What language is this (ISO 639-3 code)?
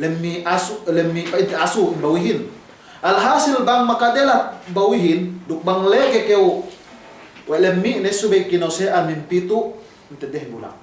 yka